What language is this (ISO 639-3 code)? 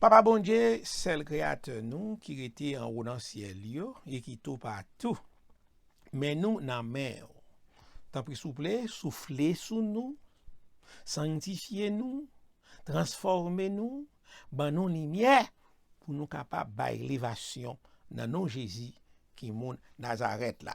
hat